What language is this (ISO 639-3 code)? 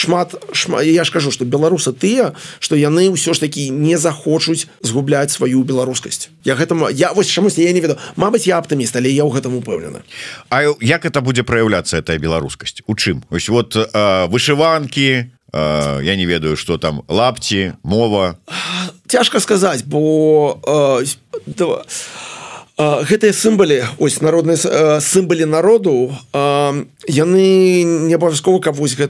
bel